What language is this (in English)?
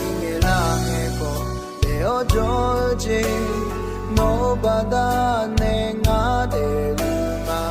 Akha